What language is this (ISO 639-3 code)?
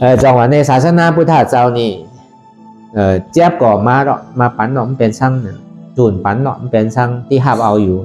shn